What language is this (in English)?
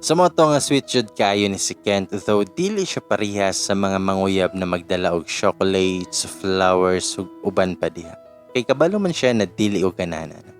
Cebuano